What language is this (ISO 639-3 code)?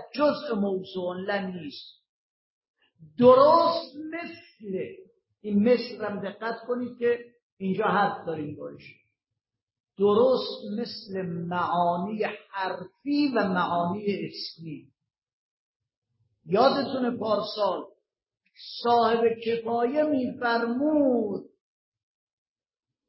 fas